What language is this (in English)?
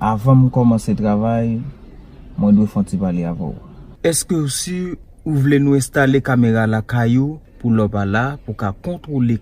Haitian Creole